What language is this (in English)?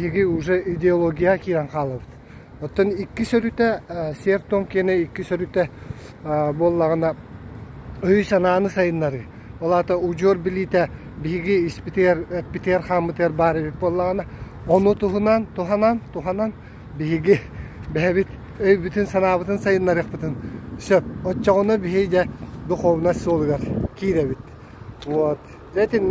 Yakut